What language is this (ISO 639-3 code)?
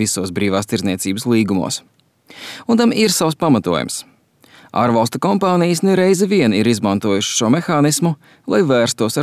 lav